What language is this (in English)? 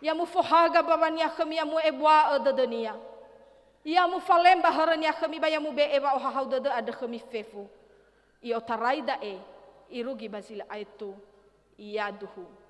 Nias